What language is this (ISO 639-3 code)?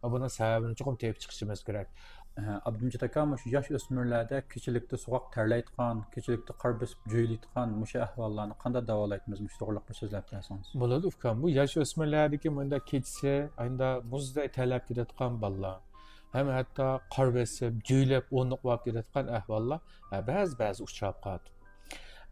uig